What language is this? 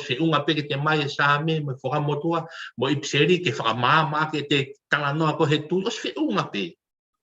Tongan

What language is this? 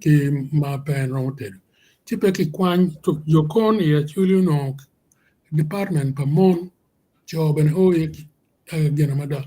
Acoli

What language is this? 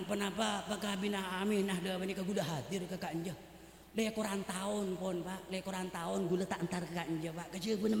Madurese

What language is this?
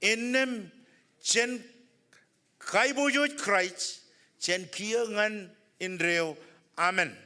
Marshallese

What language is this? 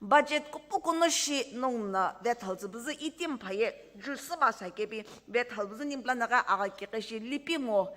Sumi Naga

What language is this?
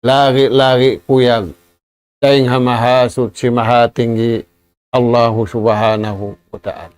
Tausug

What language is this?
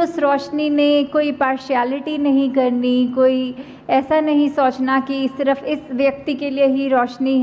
Hindi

